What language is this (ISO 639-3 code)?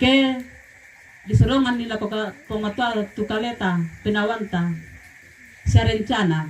sda